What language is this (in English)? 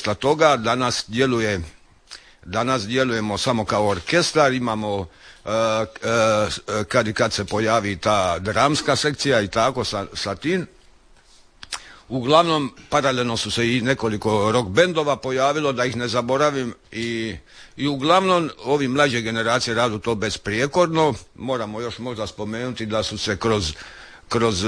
Croatian